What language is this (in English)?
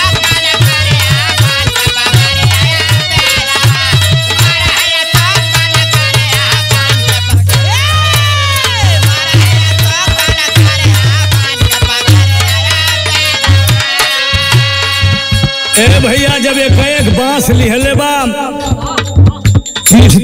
Bhojpuri